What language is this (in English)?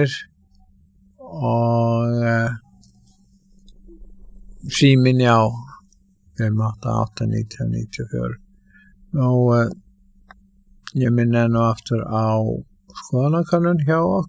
Icelandic